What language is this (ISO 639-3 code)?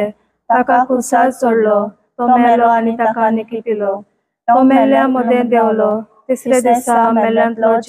kok